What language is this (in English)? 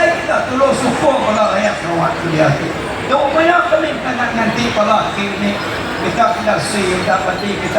Iban